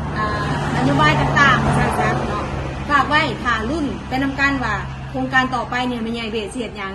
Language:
Northeastern Thai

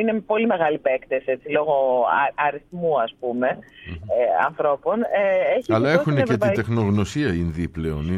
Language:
Greek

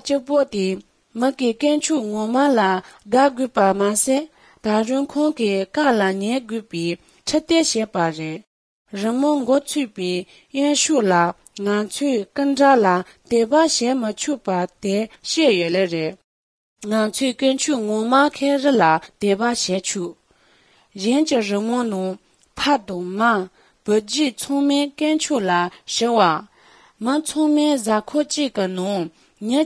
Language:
Latvian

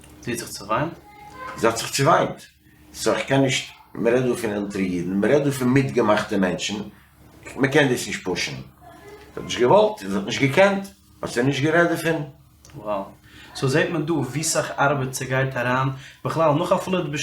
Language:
Yiddish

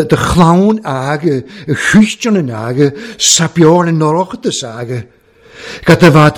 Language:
Welsh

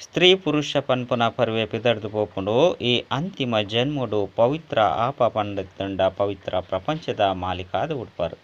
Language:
Tulu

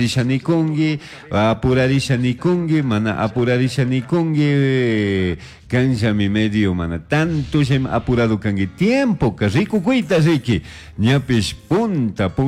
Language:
Chimborazo Highland Quichua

